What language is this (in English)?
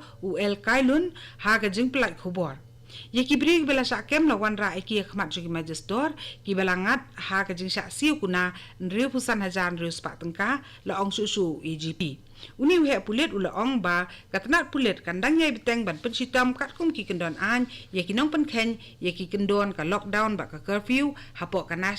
Khasi